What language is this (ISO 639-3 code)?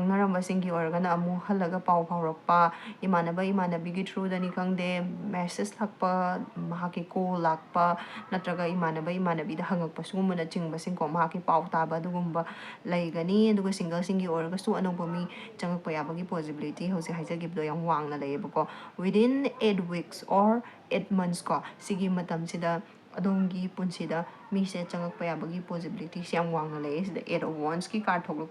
mni